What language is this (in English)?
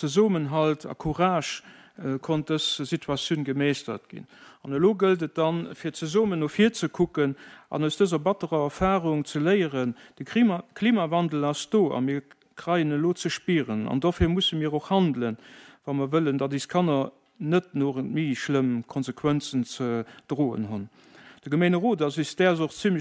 Luxembourgish